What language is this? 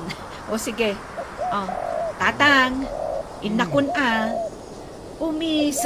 Iloko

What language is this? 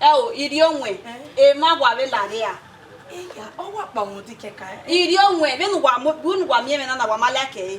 Bini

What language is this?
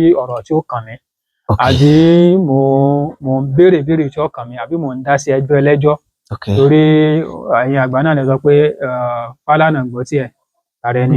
Yoruba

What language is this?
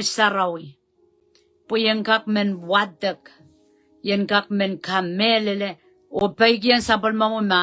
Pohnpeian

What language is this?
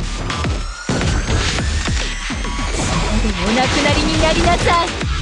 Japanese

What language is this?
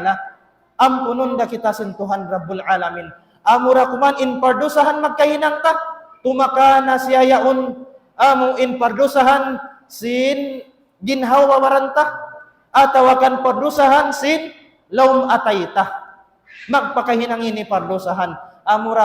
Tausug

